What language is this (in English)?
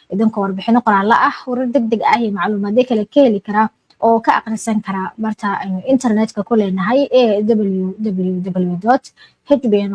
Somali